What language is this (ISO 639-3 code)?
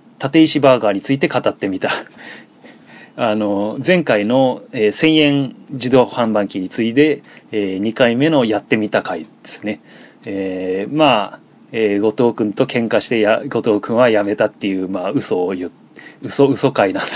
jpn